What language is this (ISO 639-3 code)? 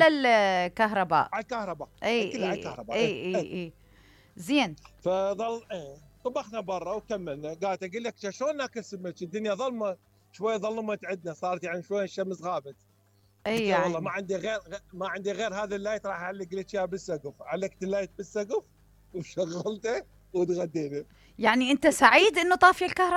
acm